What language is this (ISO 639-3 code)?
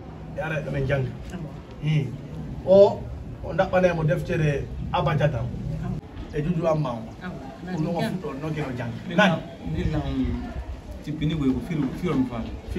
ful